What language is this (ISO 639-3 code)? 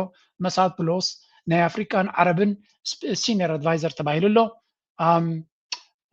tir